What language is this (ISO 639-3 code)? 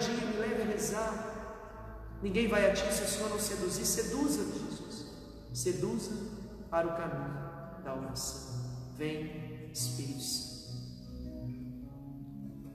por